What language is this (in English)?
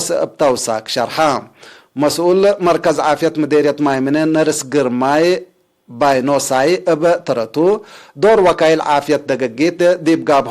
Tigre